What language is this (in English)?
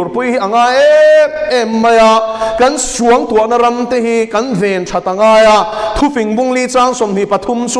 Mizo